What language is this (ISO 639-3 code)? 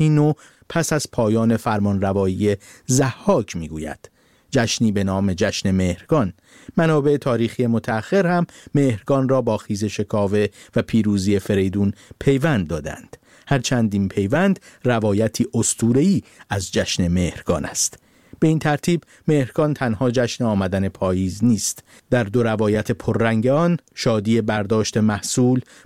fas